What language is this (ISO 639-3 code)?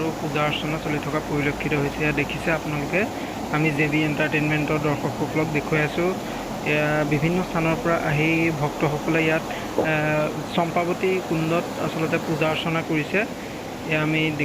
asm